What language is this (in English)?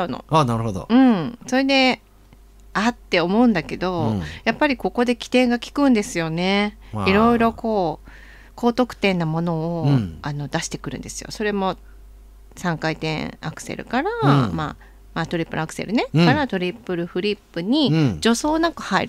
Japanese